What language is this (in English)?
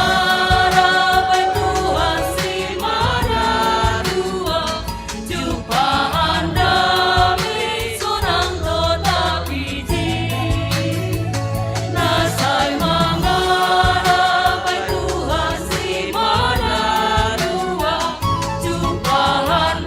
Batak Simalungun